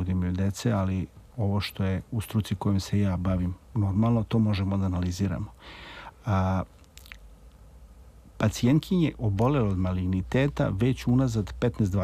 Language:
Serbian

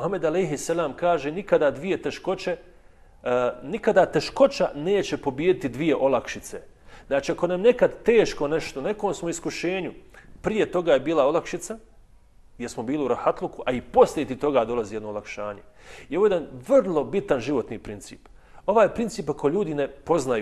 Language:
Bosnian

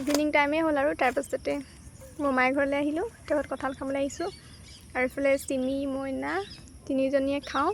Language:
Assamese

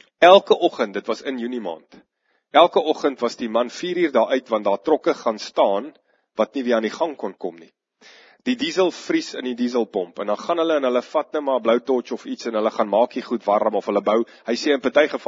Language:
Afrikaans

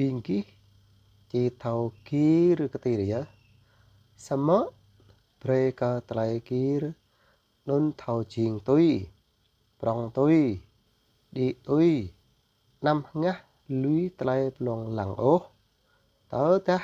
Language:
Jarai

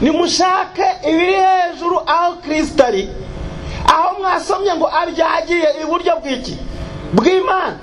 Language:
Kinyarwanda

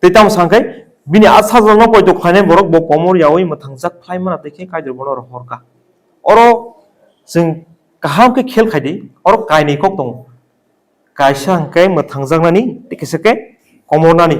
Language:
Kok Borok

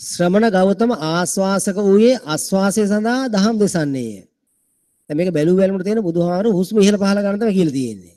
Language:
Sinhala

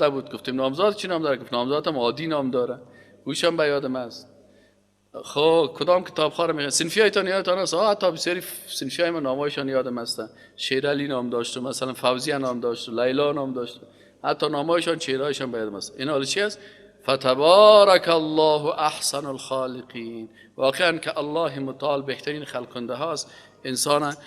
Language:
Persian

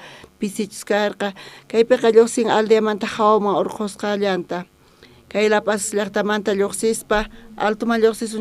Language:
South Bolivian Quechua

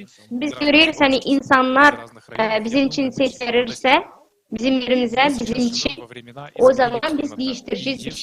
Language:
Gagauz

